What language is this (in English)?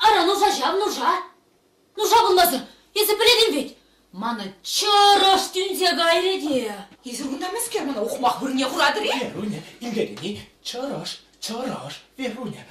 Chuvash